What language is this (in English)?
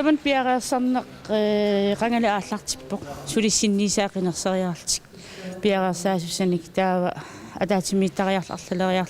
Kalaallisut